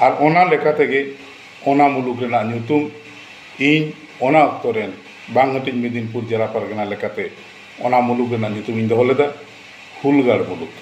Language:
Santali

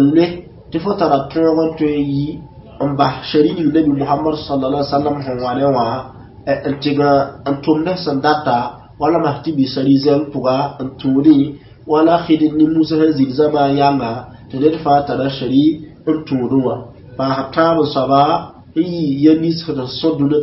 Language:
Mossi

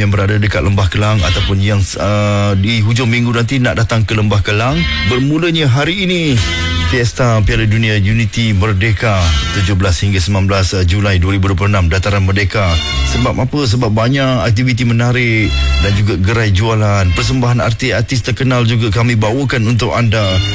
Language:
Malay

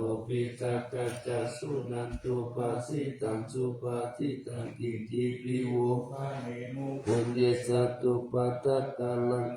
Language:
Pali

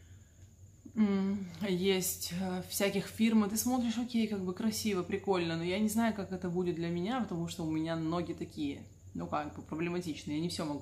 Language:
Russian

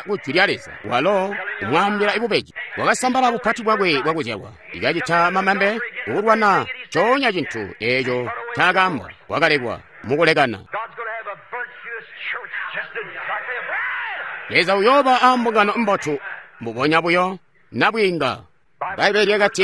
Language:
Tonga (Zambia)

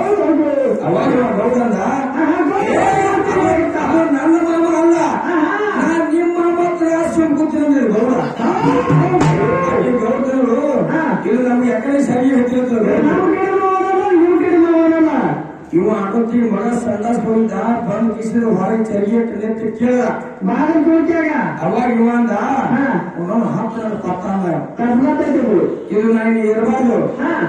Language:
Kannada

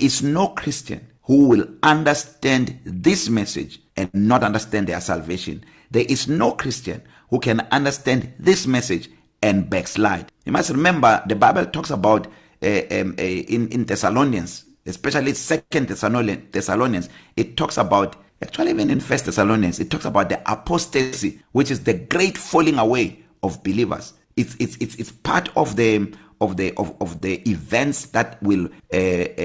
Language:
English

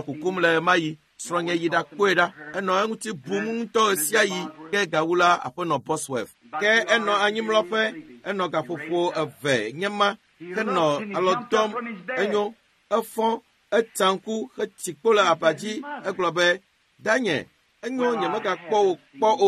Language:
Ewe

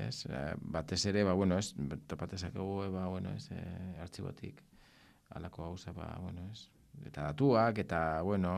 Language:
Basque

